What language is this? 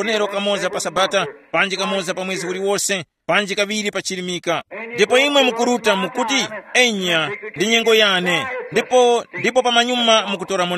Tumbuka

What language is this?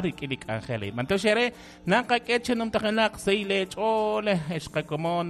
Kekchí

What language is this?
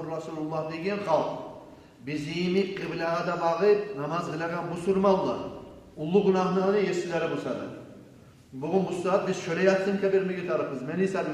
Kumyk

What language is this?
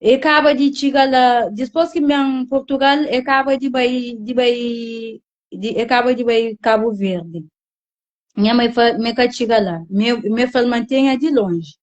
Kabuverdianu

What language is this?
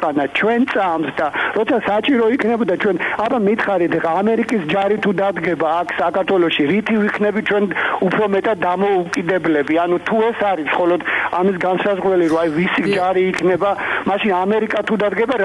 Georgian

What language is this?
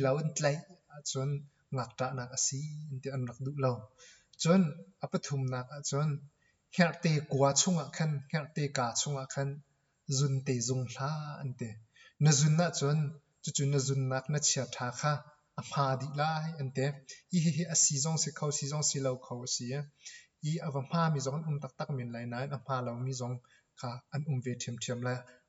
Hakha Chin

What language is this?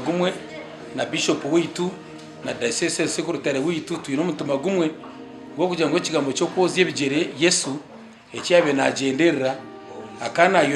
Nyankole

